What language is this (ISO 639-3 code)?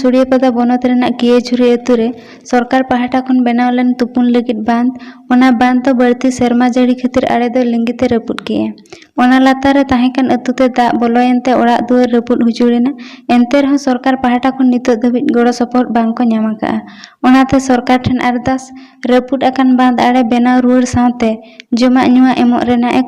sat